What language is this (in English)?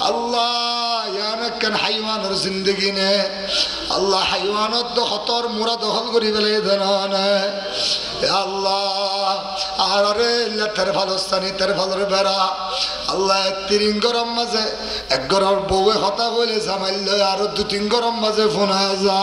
Rohingya